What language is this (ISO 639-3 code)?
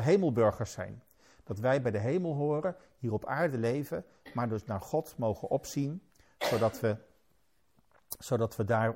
nld